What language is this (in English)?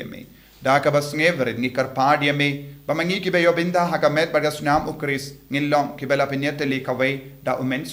Khasi